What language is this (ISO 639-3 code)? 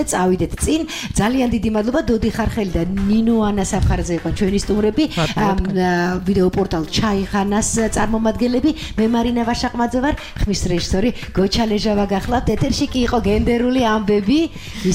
kat